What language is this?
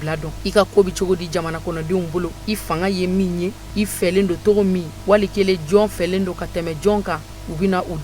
Bambara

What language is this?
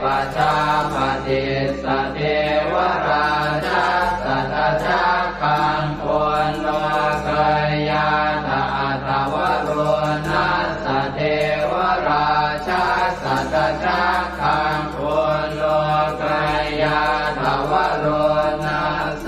Pali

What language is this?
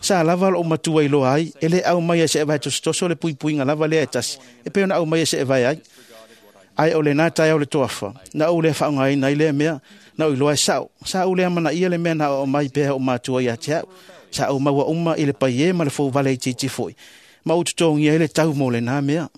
Samoan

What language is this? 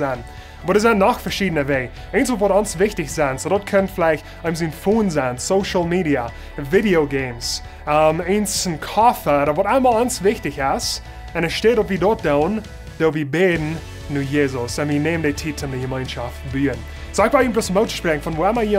Plautdietsch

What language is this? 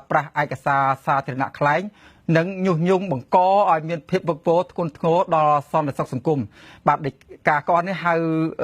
Khmer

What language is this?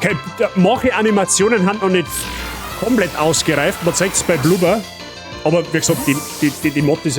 Bavarian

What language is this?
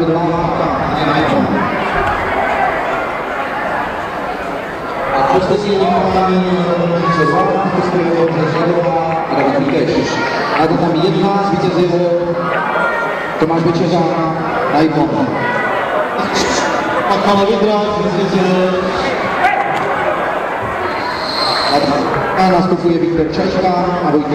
Czech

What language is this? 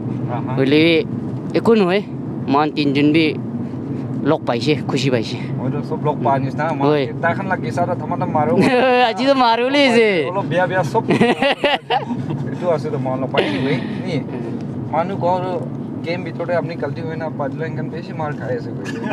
Naga Pidgin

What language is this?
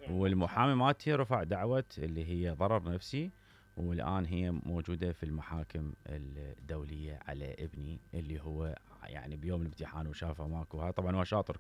Mesopotamian Arabic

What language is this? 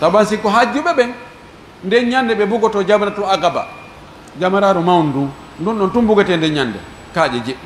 Pular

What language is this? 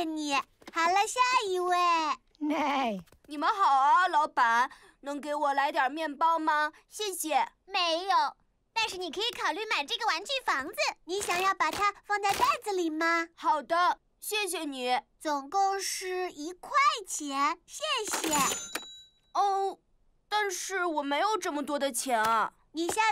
Chinese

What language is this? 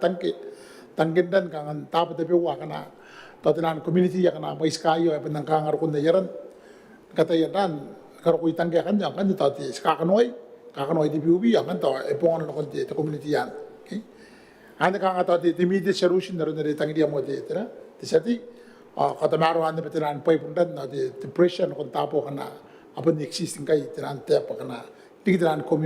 Gilbertese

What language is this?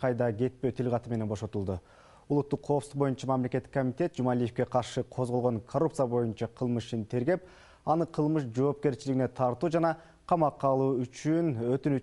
Kyrgyz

